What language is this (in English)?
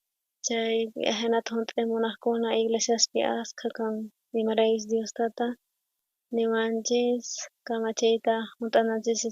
South Bolivian Quechua